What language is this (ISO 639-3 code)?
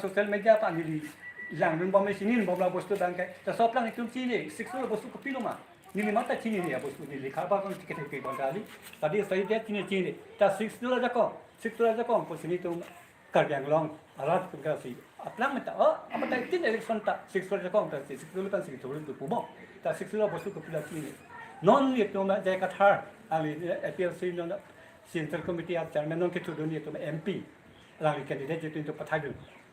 mjw